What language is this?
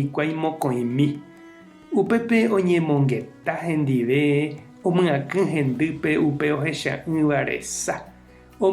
Guarani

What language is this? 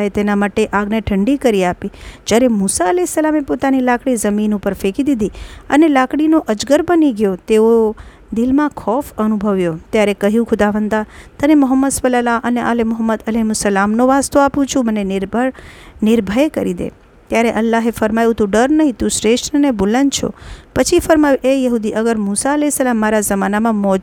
Gujarati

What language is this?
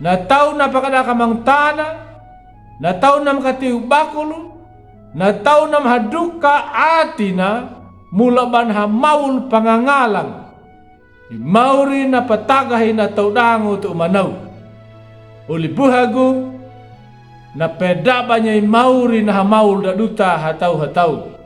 Anakalangu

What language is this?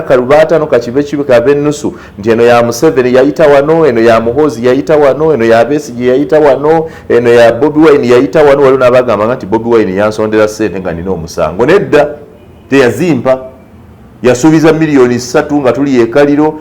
Ganda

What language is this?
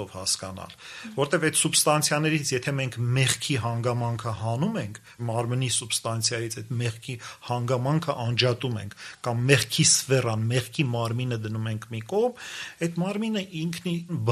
Armenian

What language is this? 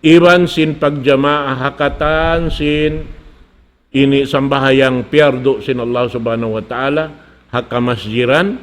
Tausug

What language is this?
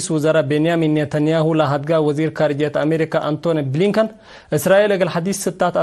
Tigre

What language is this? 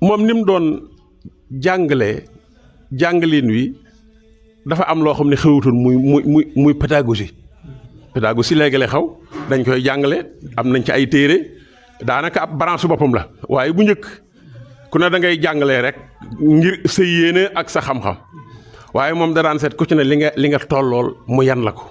Wolof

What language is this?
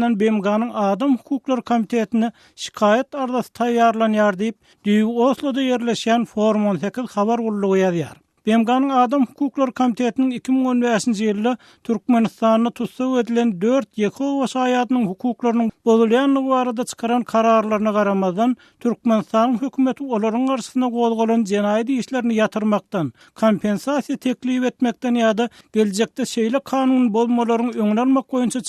Turkmen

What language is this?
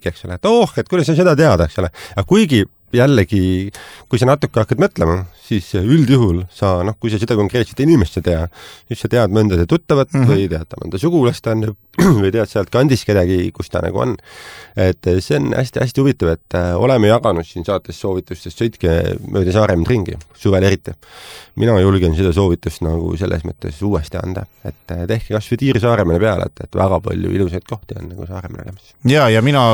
Estonian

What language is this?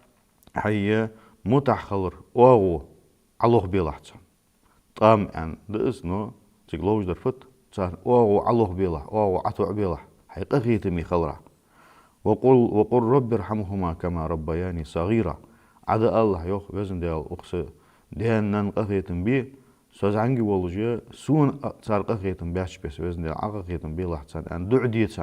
Ingush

